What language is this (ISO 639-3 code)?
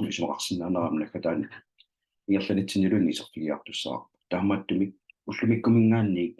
kal